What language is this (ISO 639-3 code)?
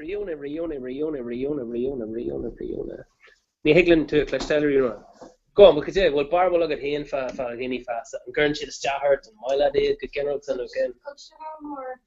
gle